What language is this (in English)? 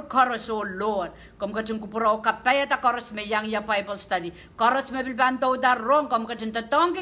Pohnpeian